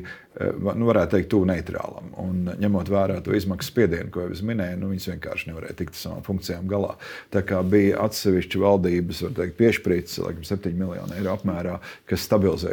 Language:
Latvian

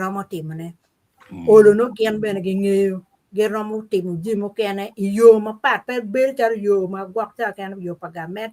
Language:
Acoli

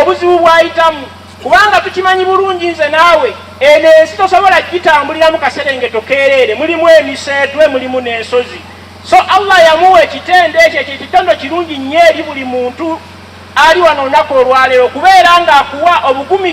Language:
Ganda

